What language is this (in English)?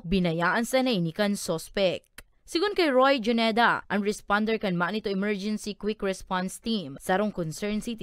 Bikol